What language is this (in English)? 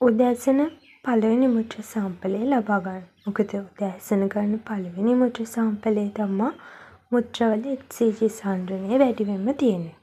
Sinhala